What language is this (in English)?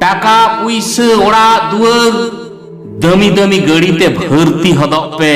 Santali